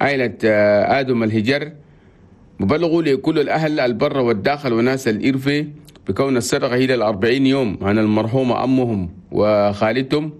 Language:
Chadian Arabic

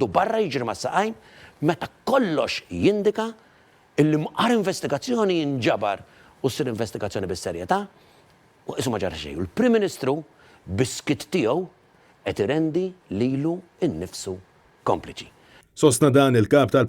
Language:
Maltese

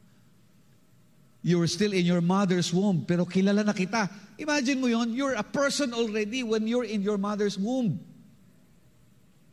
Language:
Filipino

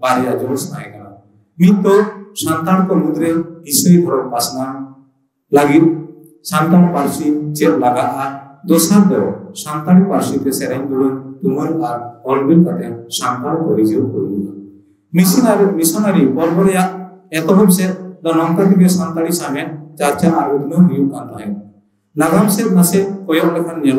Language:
Santali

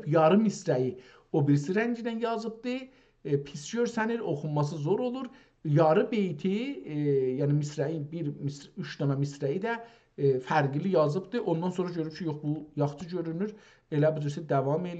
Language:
South Azerbaijani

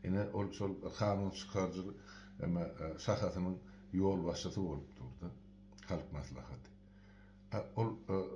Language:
Turkmen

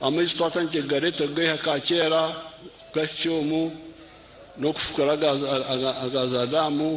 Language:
Nyankole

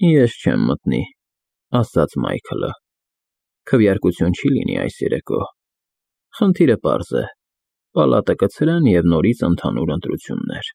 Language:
Armenian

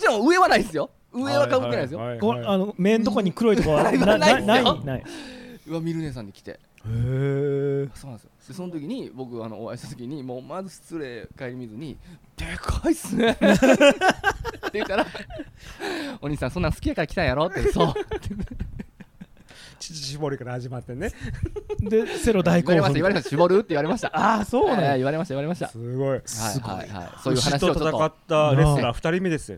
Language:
Japanese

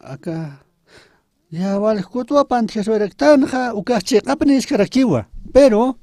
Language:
Aymara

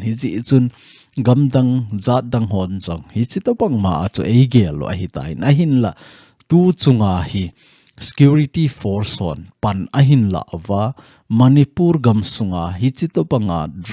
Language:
Thado Chin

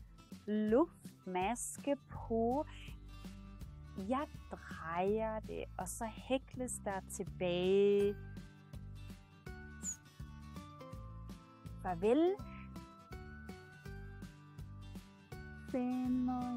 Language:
Danish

